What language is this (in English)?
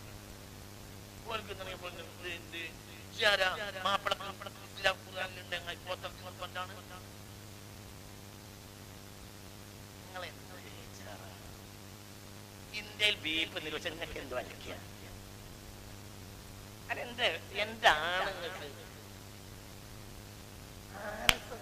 Malayalam